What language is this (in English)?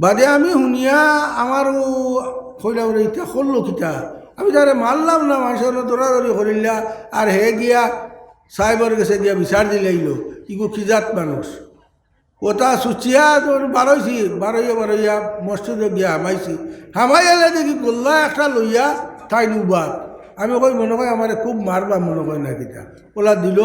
Sylheti